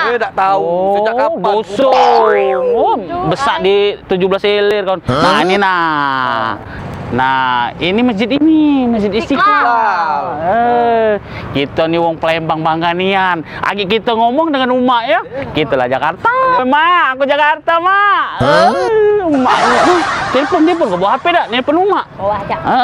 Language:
Musi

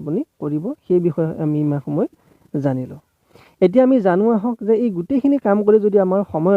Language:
Assamese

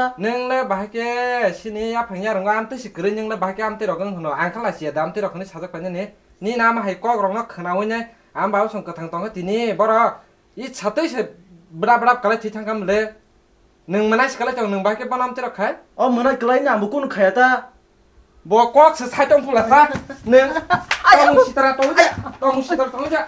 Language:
Kok Borok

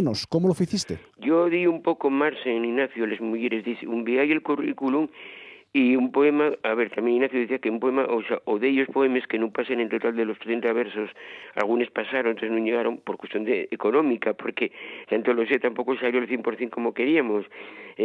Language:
Asturian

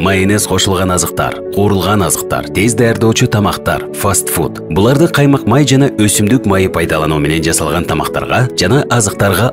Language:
Kyrgyz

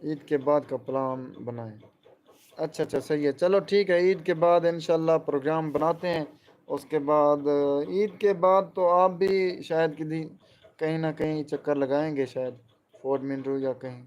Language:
Saraiki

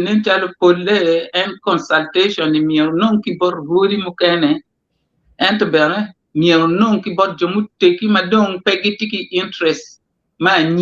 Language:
Acoli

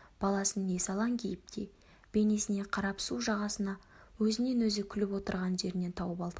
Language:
Kazakh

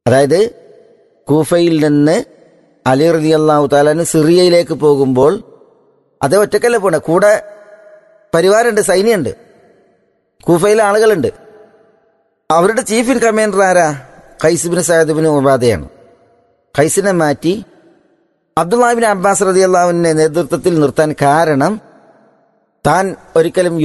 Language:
Malayalam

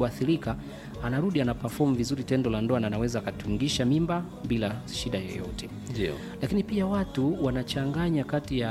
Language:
Swahili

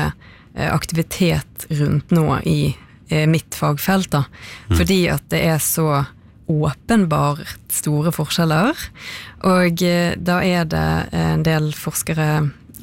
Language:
Norwegian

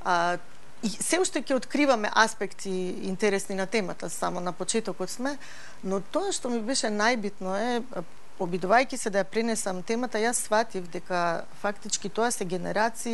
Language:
Macedonian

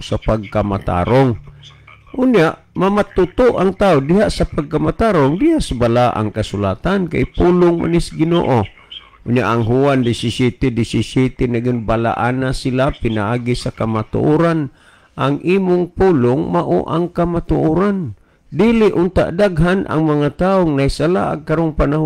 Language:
Cebuano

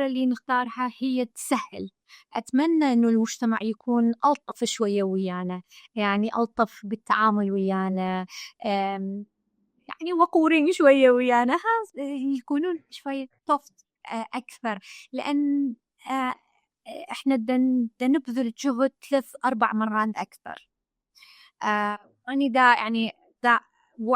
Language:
Mesopotamian Arabic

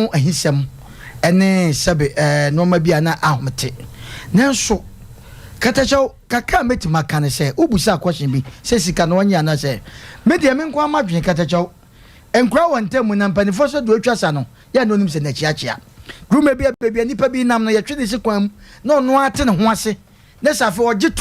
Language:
Akan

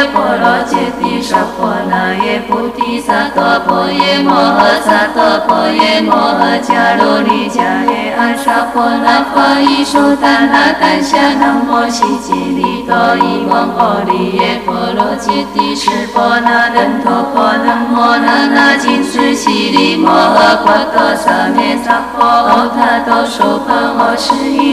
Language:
Chinese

